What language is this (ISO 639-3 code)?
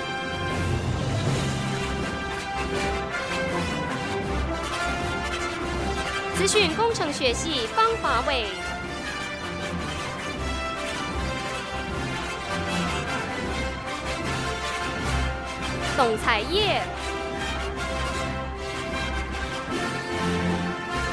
zho